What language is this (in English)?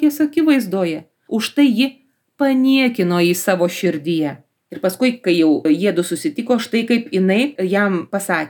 Lithuanian